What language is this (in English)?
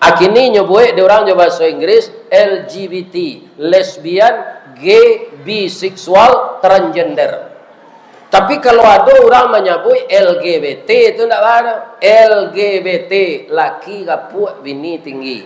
Minangkabau